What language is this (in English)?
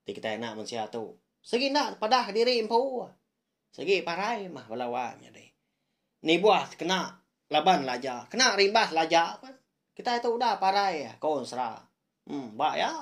Iban